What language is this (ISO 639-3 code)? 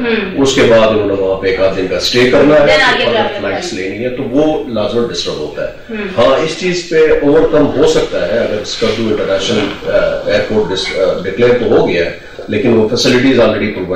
urd